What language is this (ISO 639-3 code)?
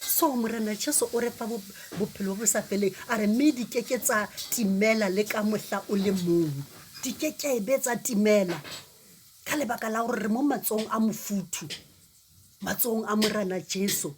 sot